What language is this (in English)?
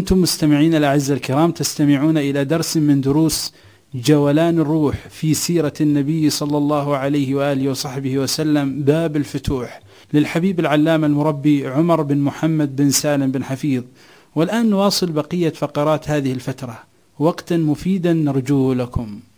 Arabic